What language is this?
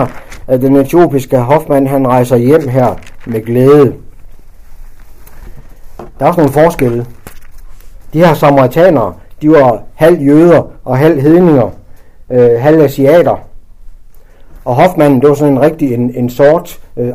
Danish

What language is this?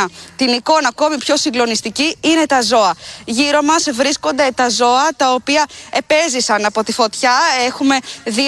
Greek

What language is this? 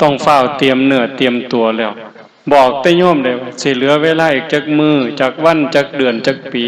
Northeastern Thai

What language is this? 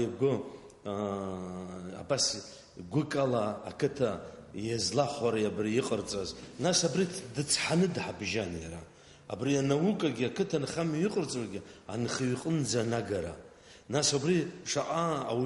Abkhazian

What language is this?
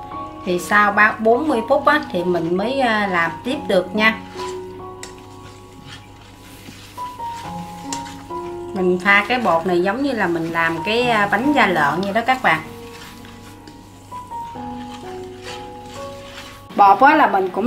Vietnamese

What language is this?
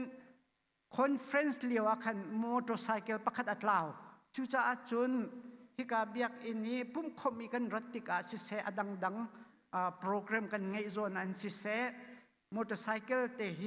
Hakha Chin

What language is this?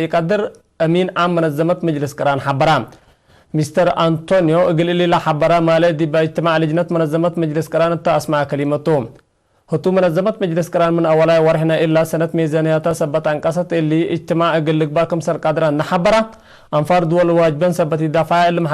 Tigre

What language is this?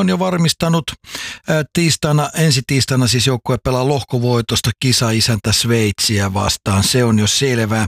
Finnish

